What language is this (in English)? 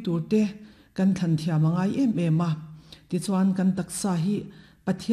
Mizo